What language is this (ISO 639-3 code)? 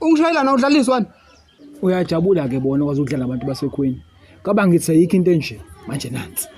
zul